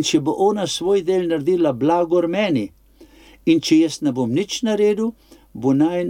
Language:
Slovenian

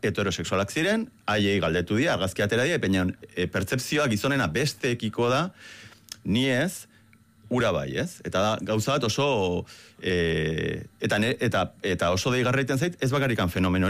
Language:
Basque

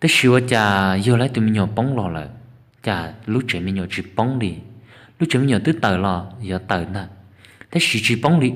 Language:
Hmong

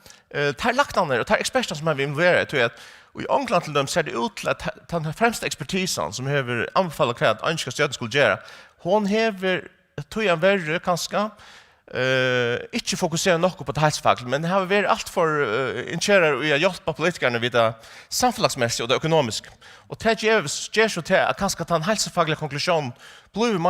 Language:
Faroese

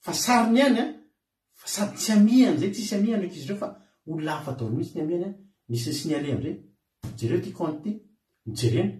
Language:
Malagasy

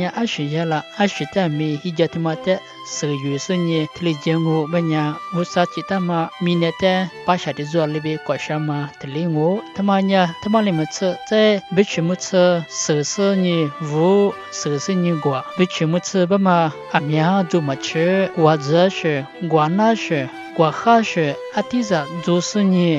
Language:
Lisu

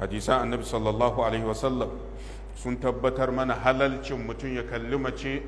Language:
Hausa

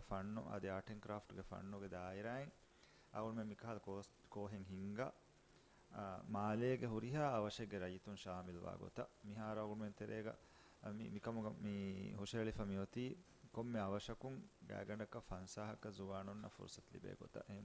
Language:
Divehi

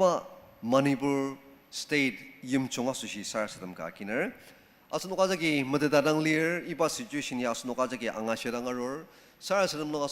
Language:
Ao Naga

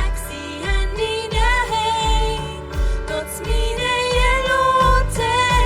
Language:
Plautdietsch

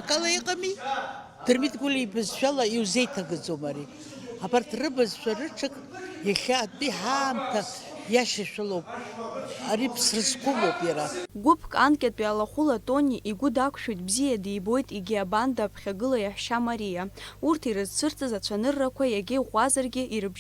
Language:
Abkhazian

